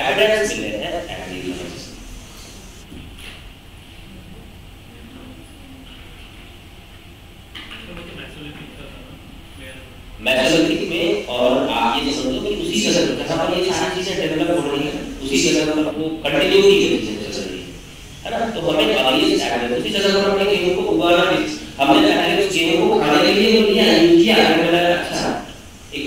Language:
Hindi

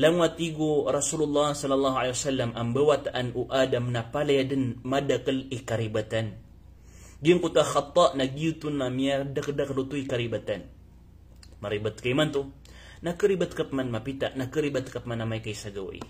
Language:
Maranao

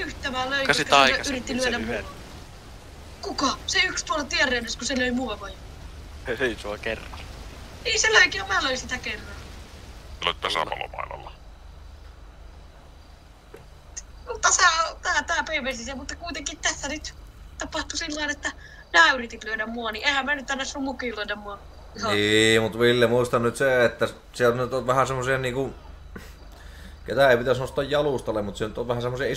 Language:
Finnish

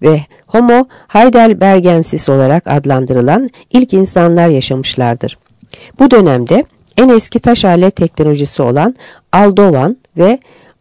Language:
Turkish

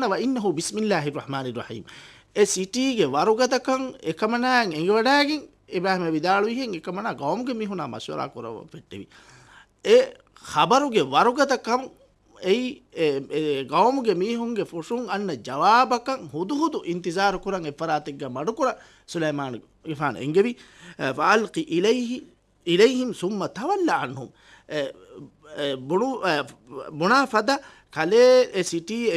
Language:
Divehi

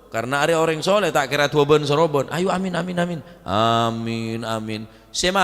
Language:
Madurese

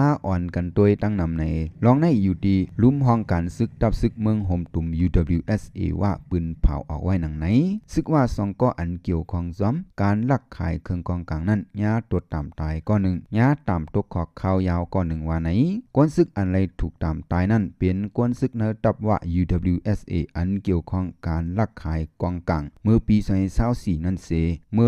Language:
Shan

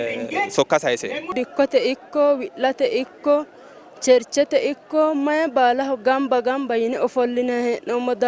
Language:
Sidamo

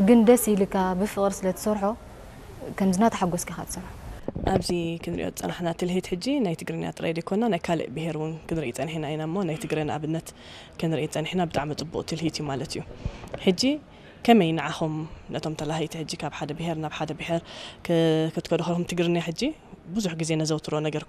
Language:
Tigrinya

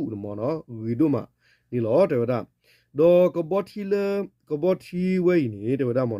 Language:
S'gaw Karen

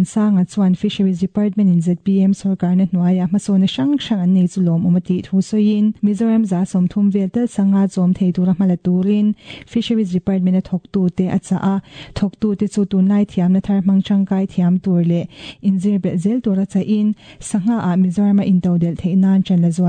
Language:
Mizo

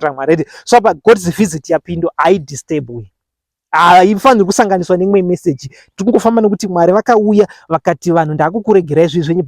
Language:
Shona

